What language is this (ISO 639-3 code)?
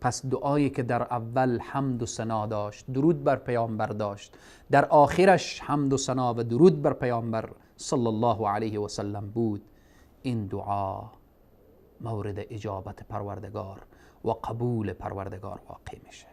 fas